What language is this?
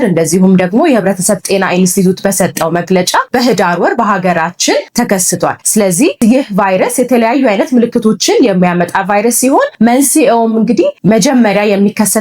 Amharic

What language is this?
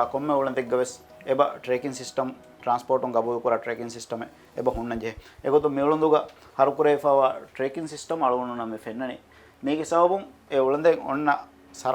Divehi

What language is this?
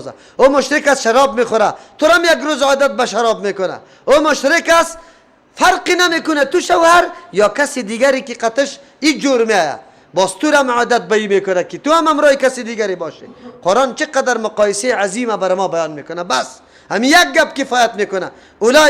Persian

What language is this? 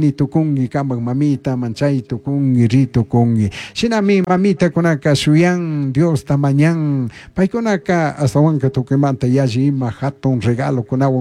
Chimborazo Highland Quichua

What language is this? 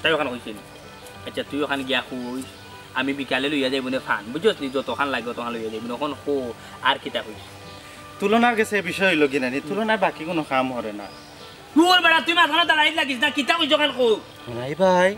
Sylheti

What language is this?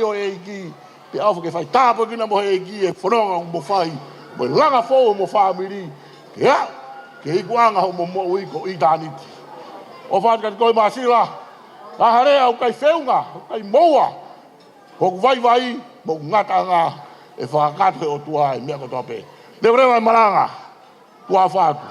Tongan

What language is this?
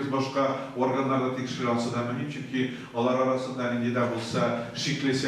Tatar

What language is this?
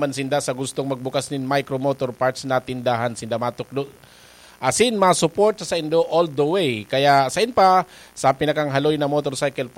Bikol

